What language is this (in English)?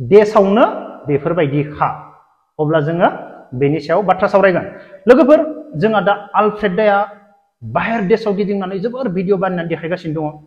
Bodo